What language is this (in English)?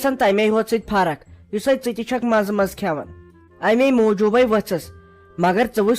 Kashmiri